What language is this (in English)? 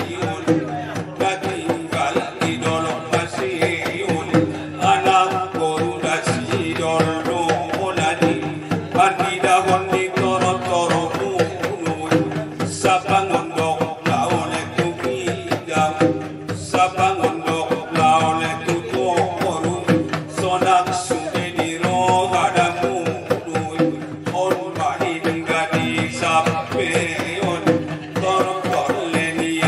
Batak Angkola